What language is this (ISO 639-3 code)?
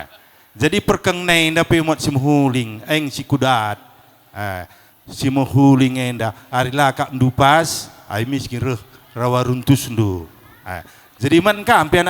btx